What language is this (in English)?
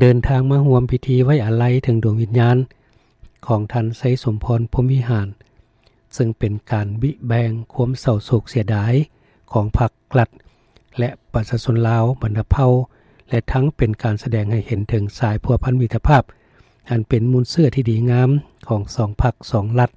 Lao